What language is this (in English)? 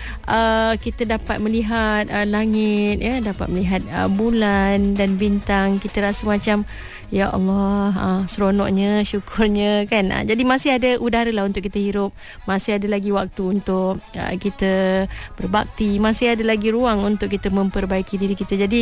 Malay